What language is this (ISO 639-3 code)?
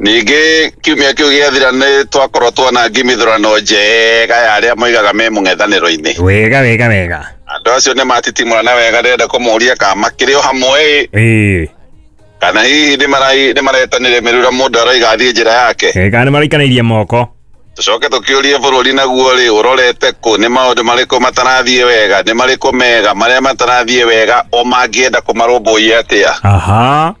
kik